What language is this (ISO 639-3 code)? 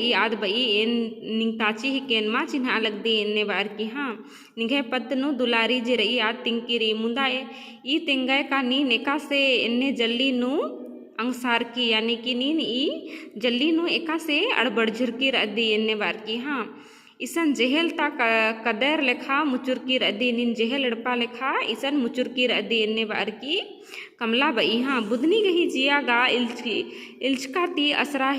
kru